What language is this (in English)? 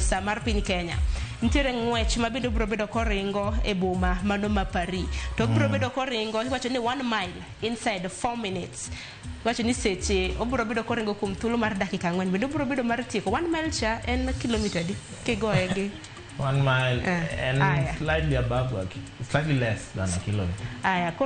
Luo (Kenya and Tanzania)